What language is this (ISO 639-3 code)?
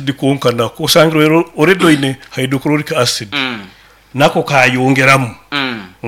nyo